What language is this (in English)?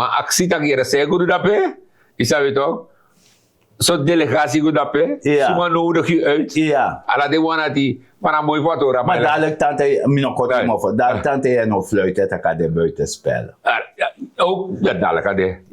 Sranan Tongo